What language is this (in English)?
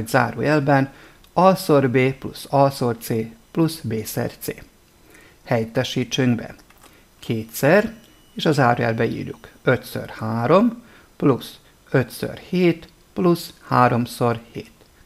Hungarian